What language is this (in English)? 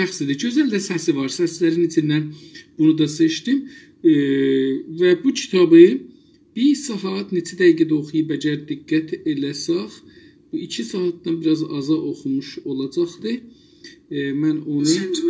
South Azerbaijani